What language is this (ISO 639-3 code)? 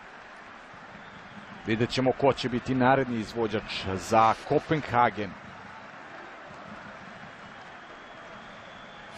srp